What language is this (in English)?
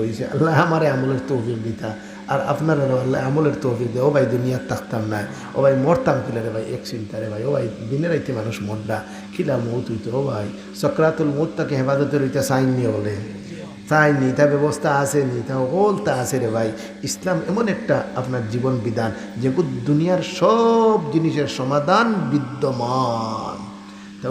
Sylheti